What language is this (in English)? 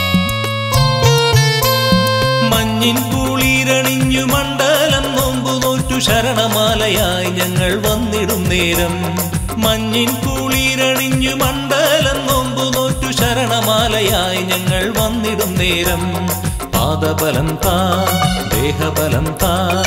Malayalam